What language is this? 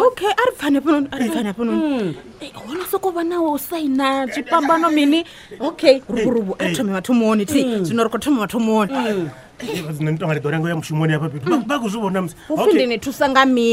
Venda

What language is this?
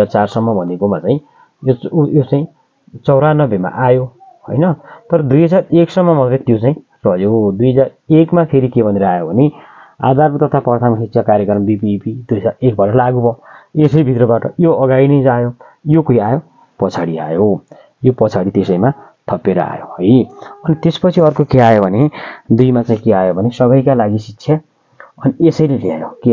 Nepali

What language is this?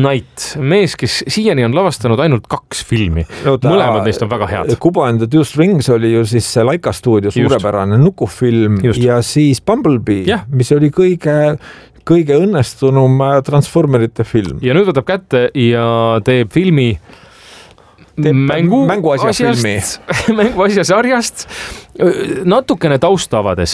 Estonian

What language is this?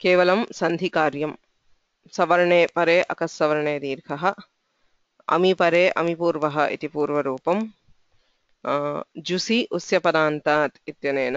Sanskrit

